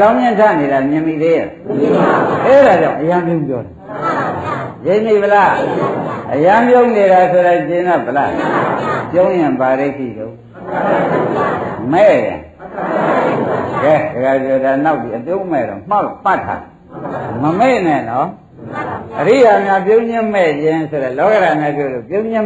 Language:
Burmese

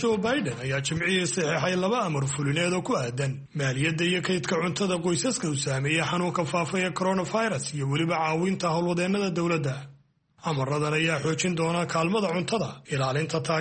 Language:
Somali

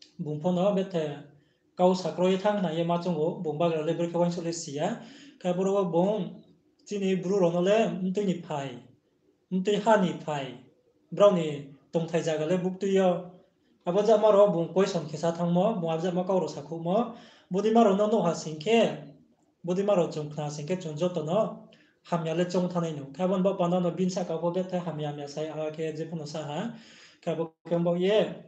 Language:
Riang (India)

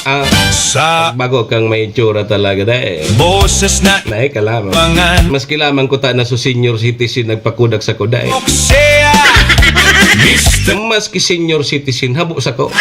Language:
Bikol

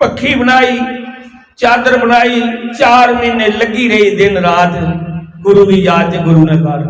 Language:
Dogri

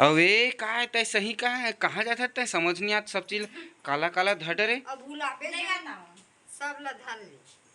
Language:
Chhattisgarhi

